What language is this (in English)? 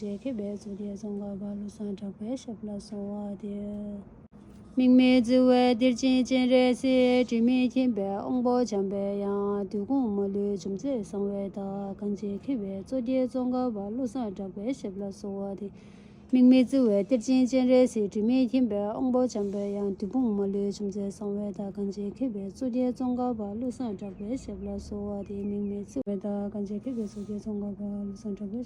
Tibetan